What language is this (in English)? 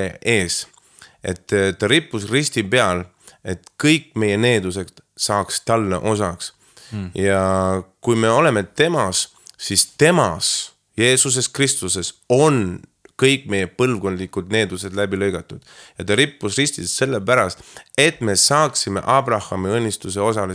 Estonian